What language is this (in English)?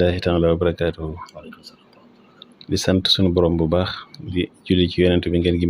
Wolof